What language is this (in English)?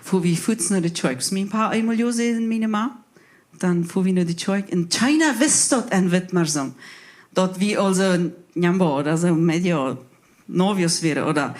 Plautdietsch